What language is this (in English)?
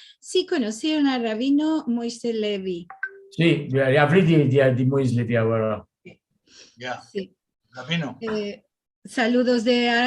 Ladino